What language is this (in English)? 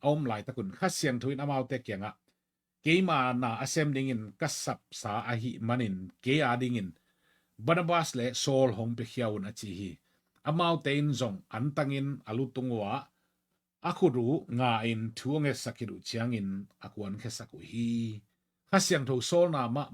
Tedim Chin